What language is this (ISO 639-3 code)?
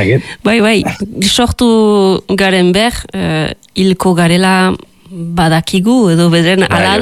eus